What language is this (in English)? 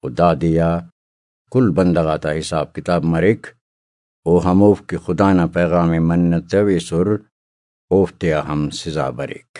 Brahui